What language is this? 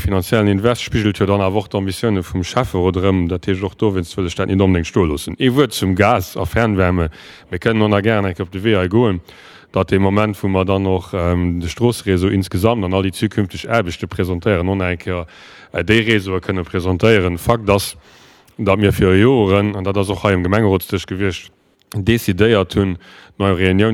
Luxembourgish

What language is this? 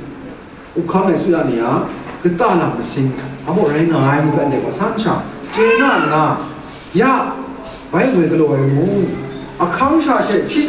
Kachin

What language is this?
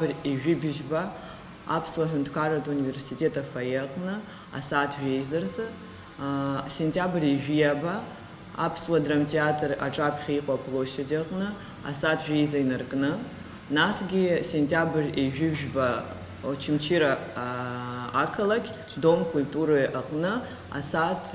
Abkhazian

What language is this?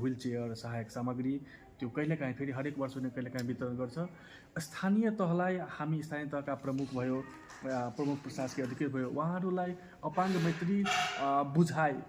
Nepali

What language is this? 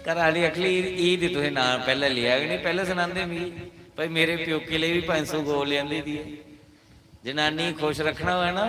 Dogri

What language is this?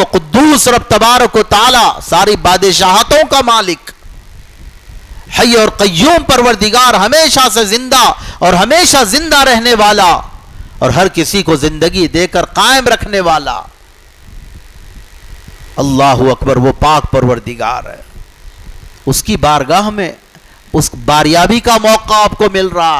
Urdu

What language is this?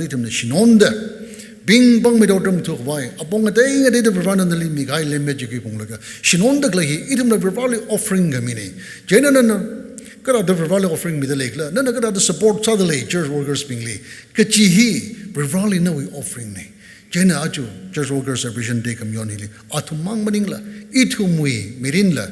Tangkhul Naga (India)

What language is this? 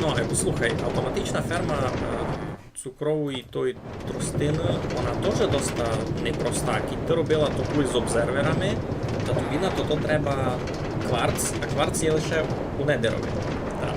Rusyn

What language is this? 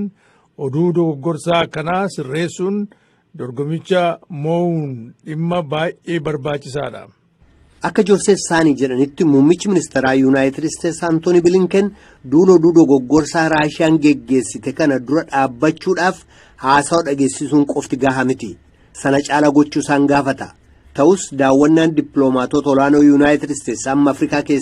Oromo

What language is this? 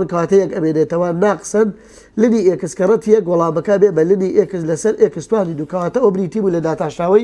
Central Kurdish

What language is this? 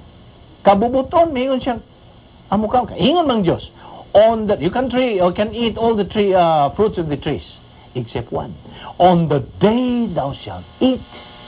Cebuano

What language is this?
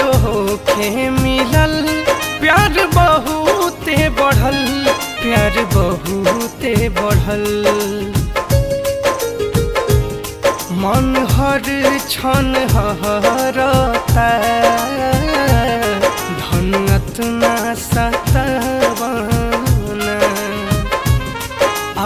Bhojpuri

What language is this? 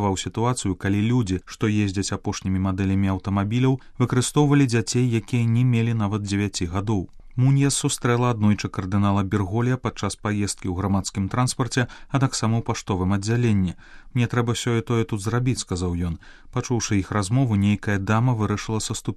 Belarusian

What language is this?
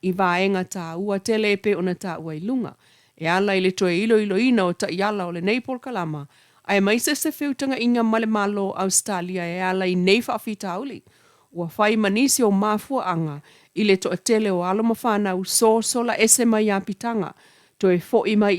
Samoan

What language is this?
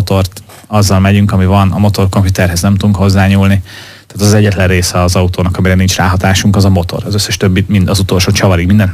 Hungarian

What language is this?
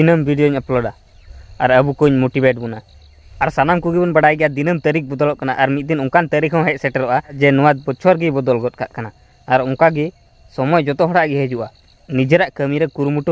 Santali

